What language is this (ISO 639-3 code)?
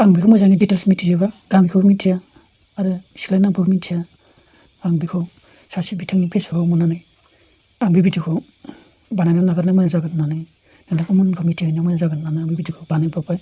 brx